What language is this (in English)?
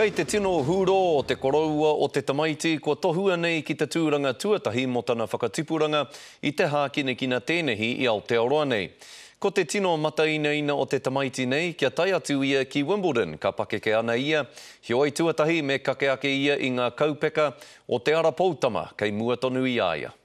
Māori